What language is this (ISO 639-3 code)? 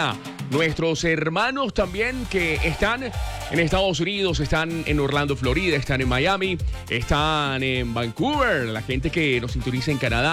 spa